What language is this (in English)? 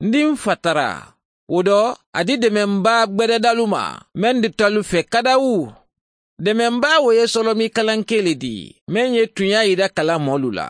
Mandingo